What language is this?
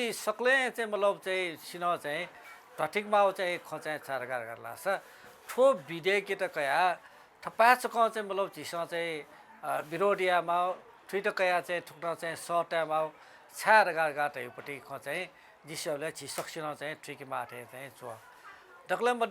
Newari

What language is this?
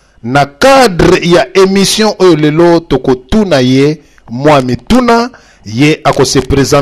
Lingala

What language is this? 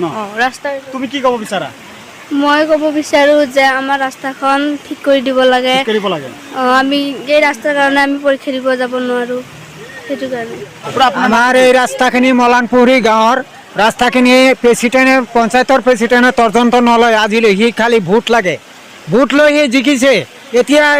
Assamese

